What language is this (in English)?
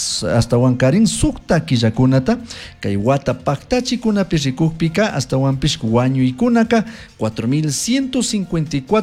Chimborazo Highland Quichua